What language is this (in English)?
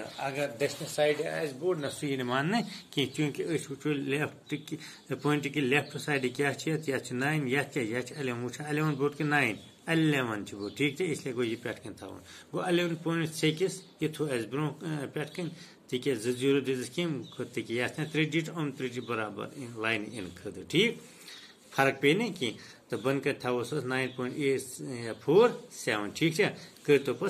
Kashmiri